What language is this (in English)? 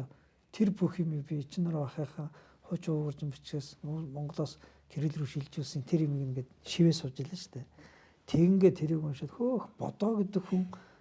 Mongolian